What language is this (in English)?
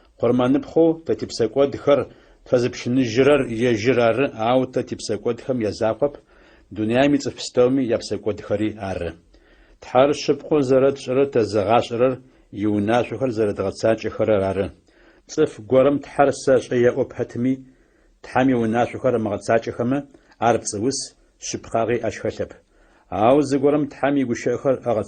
Adyghe